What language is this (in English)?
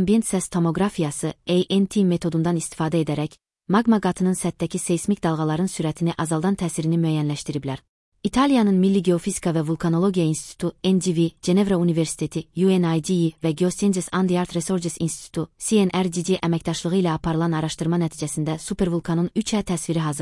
Azerbaijani